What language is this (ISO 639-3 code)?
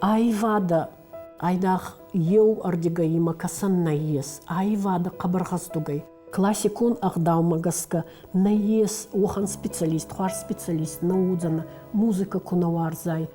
oss